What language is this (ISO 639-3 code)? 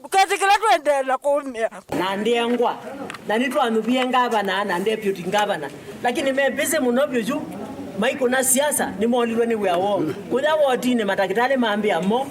kam